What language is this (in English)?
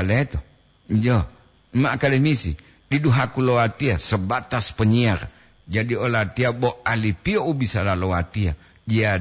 Gorontalo